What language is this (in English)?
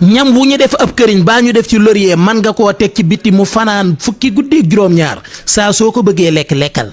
Wolof